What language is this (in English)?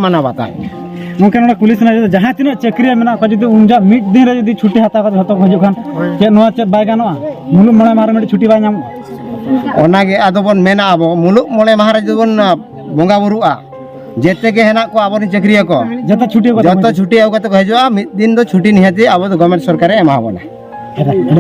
Santali